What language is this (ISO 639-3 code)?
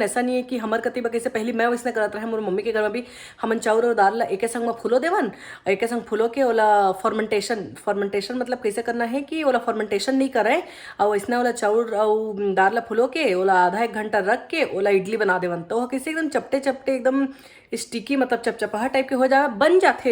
hne